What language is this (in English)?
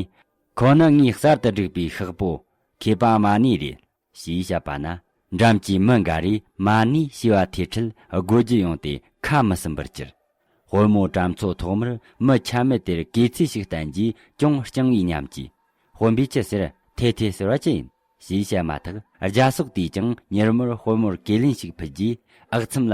Tibetan